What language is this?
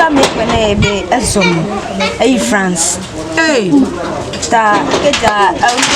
Ewe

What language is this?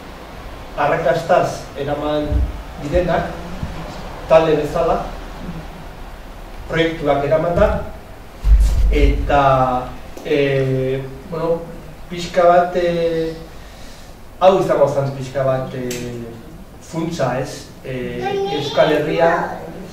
Basque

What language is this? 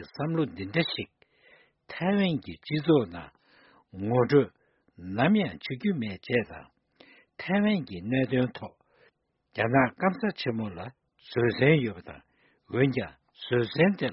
Tibetan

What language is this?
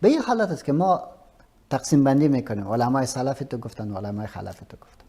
Persian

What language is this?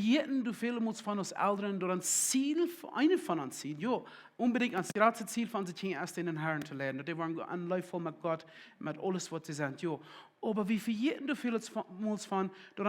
Plautdietsch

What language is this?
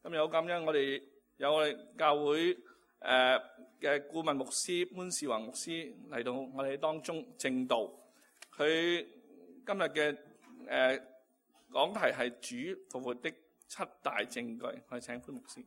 Cantonese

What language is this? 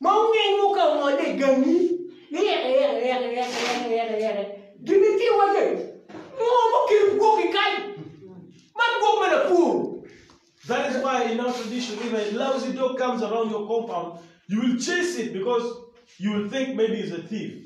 Acoli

